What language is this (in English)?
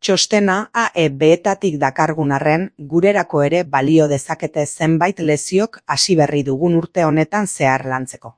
Basque